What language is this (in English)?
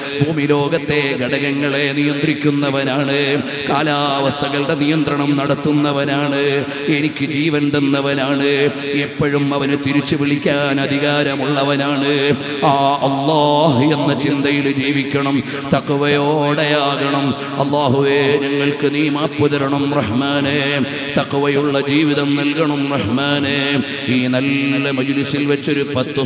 Malayalam